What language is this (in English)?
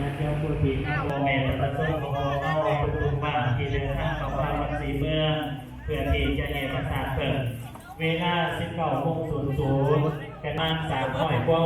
Lao